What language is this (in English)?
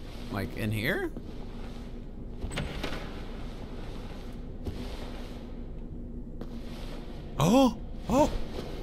English